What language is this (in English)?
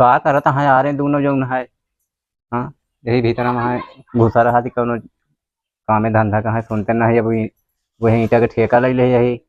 Awadhi